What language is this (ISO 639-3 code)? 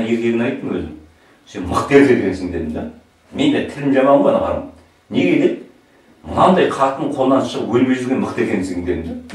kaz